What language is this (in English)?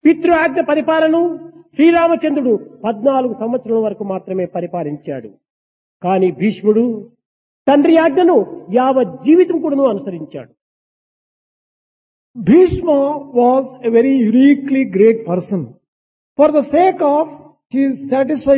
Telugu